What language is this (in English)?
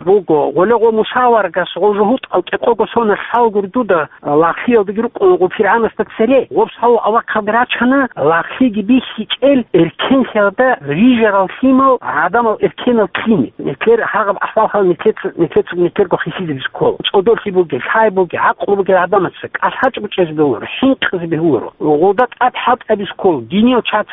Avaric